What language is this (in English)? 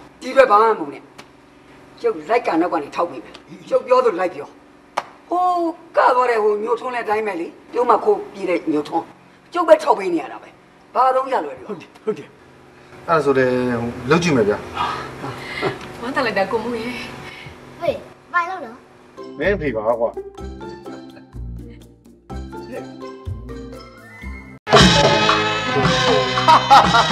Burmese